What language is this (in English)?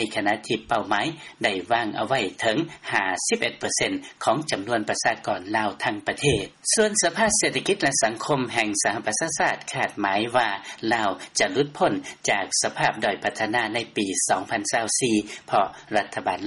Lao